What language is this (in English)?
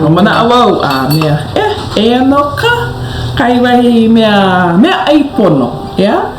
Hawaiian